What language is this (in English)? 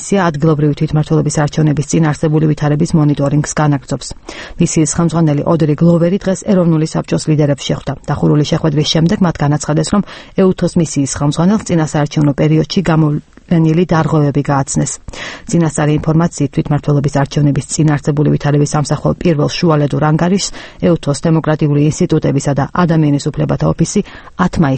Georgian